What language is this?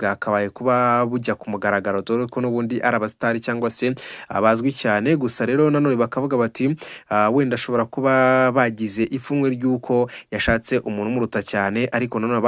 Kinyarwanda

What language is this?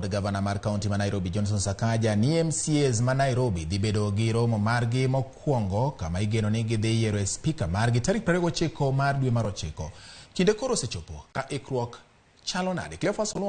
Luo (Kenya and Tanzania)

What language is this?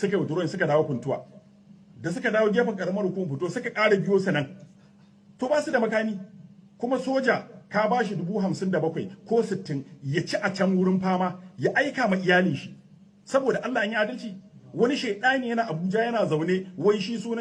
Hausa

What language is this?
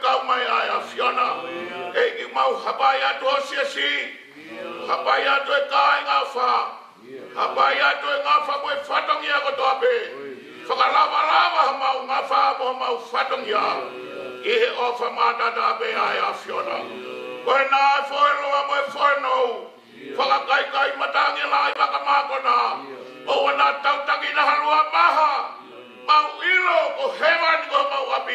Tongan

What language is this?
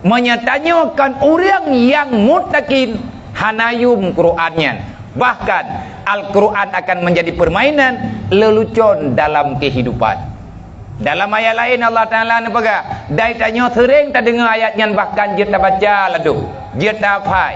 Achinese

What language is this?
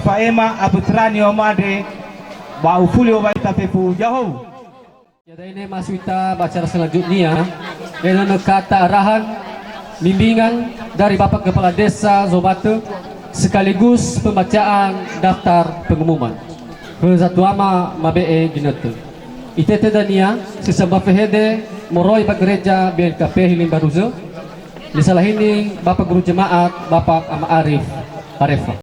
Nias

